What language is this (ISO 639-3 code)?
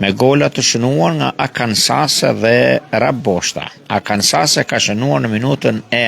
sqi